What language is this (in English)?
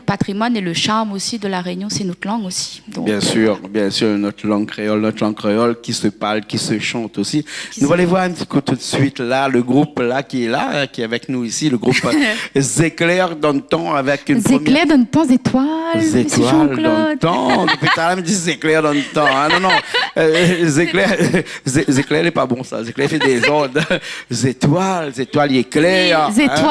Réunion Creole French